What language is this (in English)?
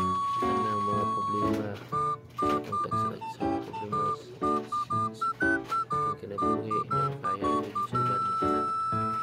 Cebuano